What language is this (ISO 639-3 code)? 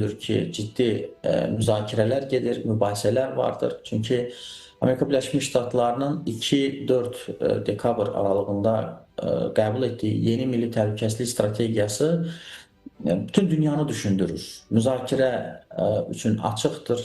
aze